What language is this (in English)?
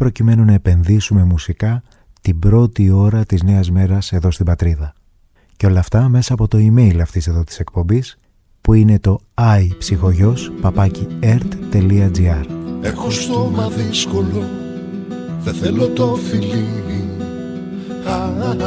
Greek